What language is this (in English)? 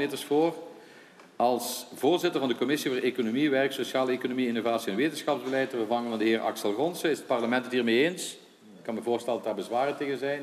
Dutch